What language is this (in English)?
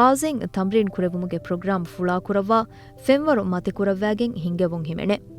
Divehi